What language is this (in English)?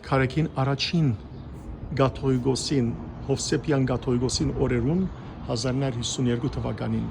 Western Armenian